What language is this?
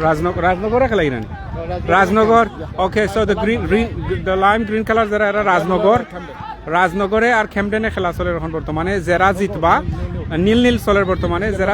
Sylheti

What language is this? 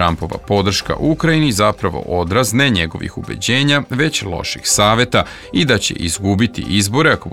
Serbian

